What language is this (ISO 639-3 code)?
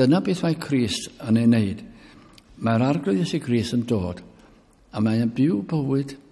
cym